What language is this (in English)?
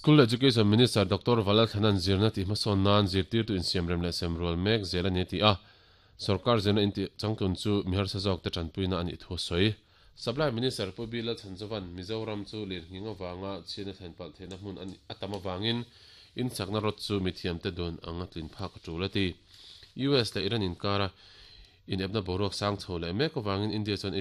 Mizo